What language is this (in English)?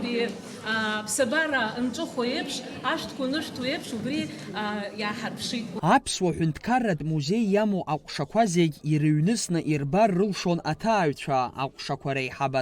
Abkhazian